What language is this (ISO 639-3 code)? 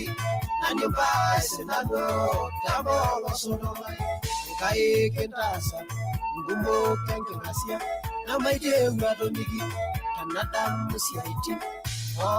mas